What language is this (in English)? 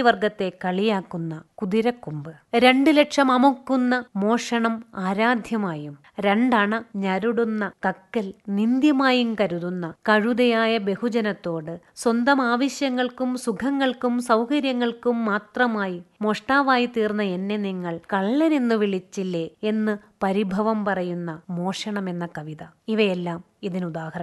Malayalam